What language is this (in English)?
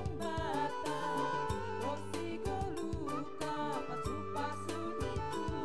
Batak Simalungun